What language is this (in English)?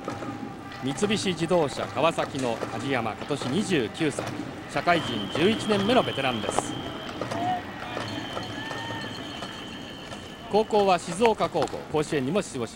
Japanese